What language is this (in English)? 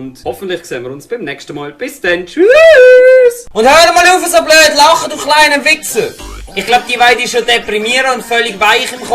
Swiss German